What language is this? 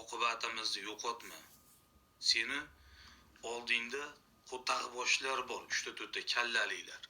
Uzbek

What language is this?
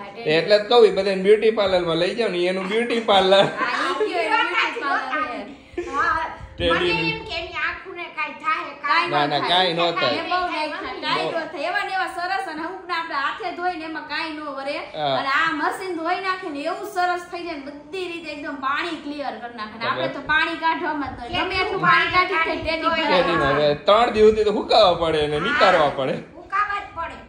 Gujarati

